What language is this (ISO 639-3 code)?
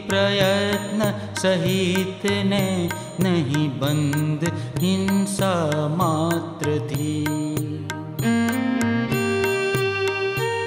guj